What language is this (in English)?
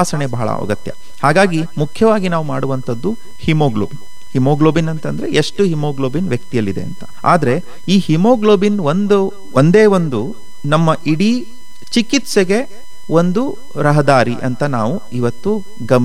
Kannada